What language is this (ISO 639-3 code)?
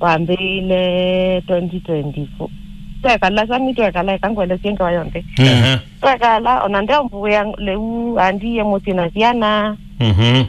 kam